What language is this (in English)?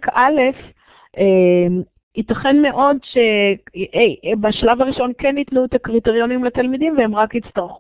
Hebrew